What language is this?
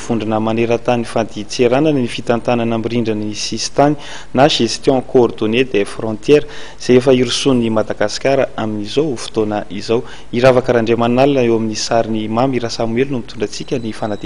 Malagasy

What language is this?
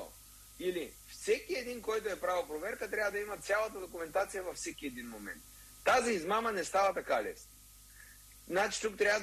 Bulgarian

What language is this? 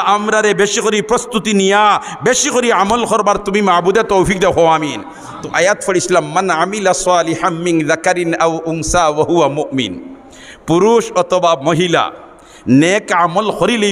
Sylheti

